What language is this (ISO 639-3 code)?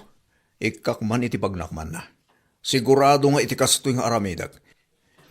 ilo